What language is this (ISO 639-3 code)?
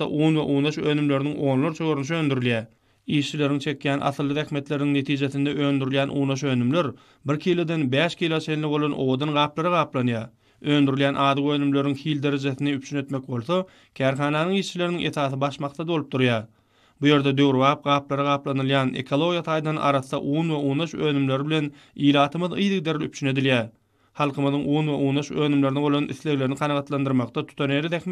tuk